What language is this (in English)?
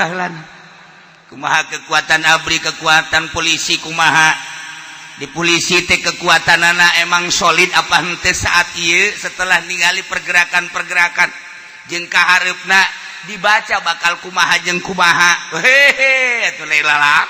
Sundanese